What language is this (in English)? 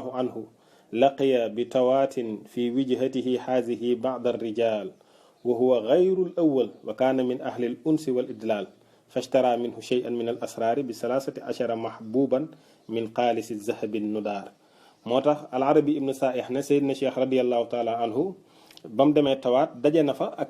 Wolof